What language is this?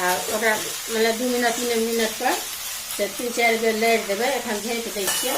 Maithili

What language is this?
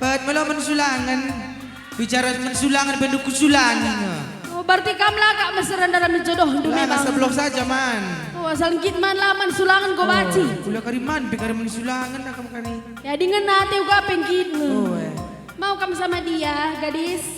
Batak Karo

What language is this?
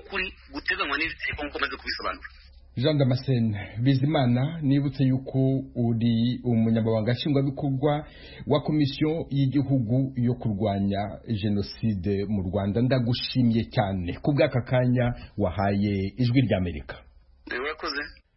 Kinyarwanda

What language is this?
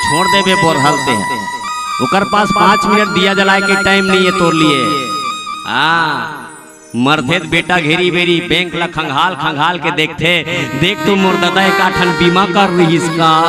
Chhattisgarhi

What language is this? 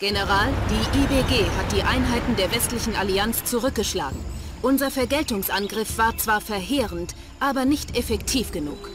Bavarian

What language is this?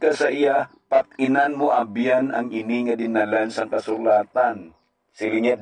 Hiligaynon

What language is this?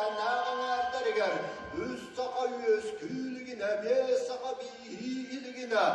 Yakut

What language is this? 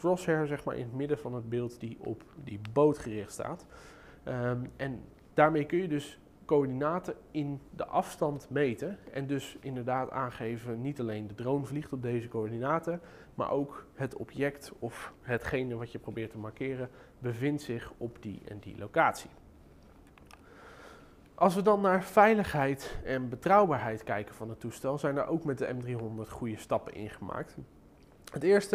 Dutch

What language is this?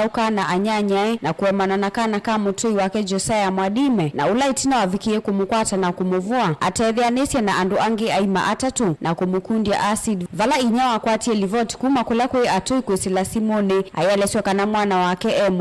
Kamba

